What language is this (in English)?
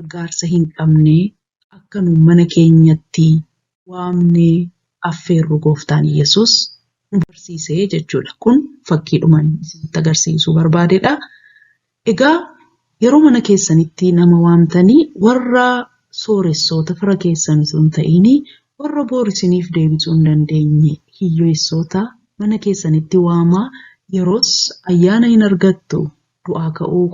Oromo